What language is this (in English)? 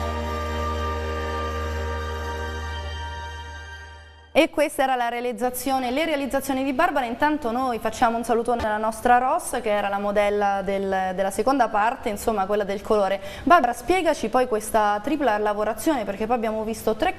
Italian